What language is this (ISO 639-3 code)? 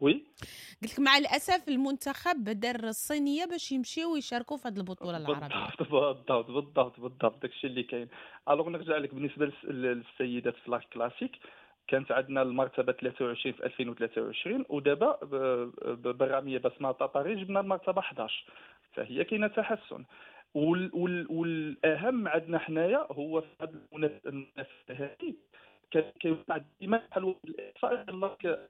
ary